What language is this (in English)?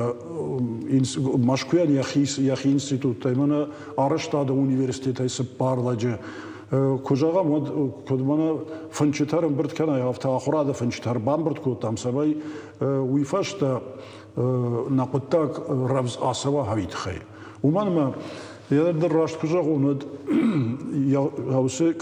Ossetic